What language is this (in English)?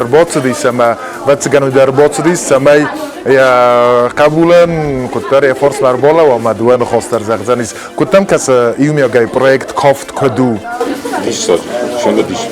Ossetic